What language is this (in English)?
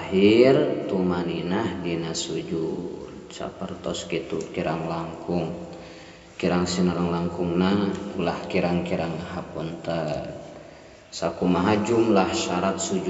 Sundanese